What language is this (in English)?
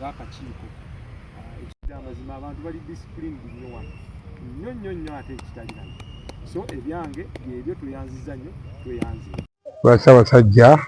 Ganda